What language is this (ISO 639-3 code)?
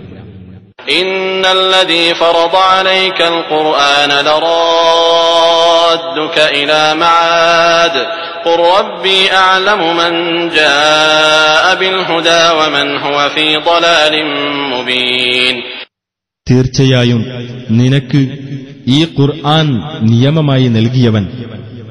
mal